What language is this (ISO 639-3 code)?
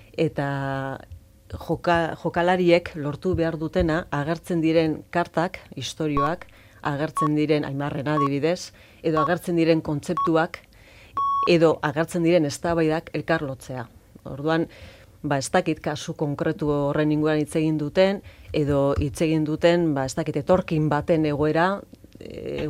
eus